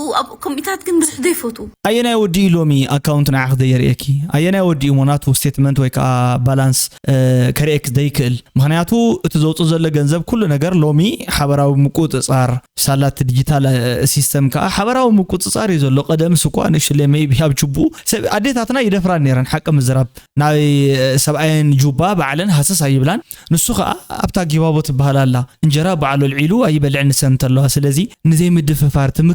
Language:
Tigrinya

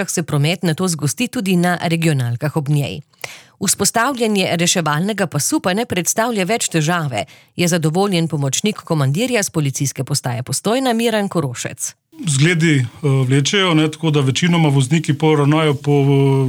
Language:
Slovenian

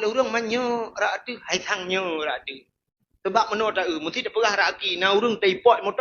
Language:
Achinese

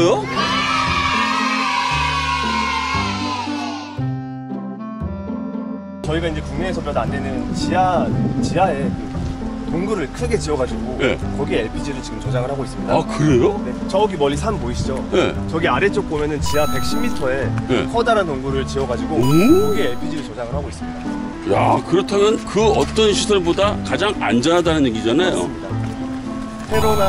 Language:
Korean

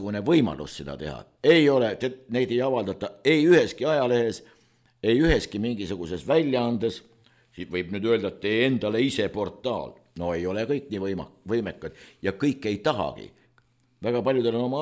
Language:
Estonian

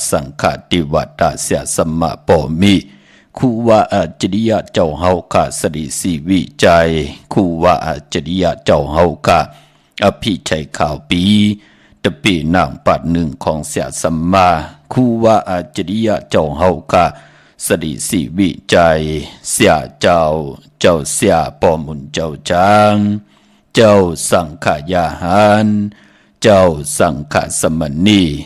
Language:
Shan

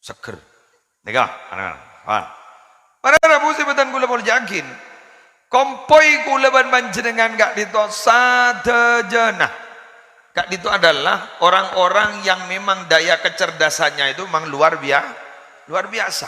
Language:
Madurese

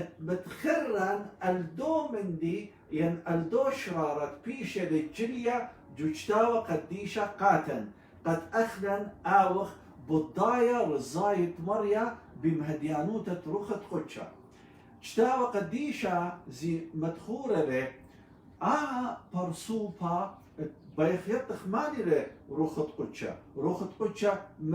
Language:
Assyrian Neo-Aramaic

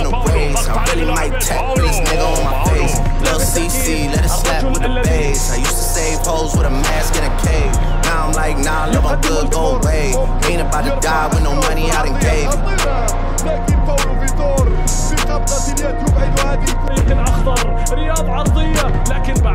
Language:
English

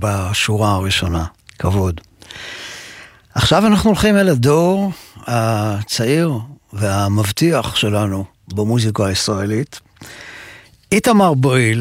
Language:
Hebrew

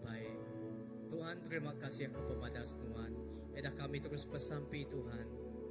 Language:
Iban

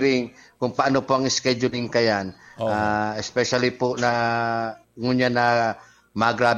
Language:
Bikol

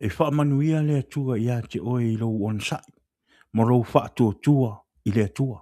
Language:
Samoan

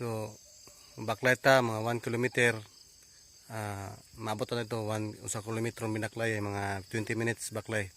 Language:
Cebuano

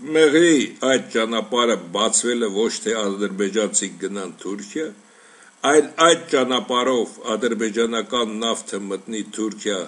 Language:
Armenian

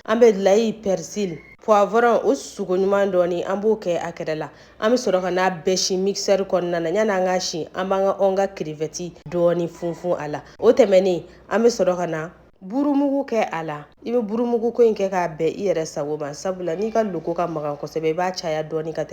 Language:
Bambara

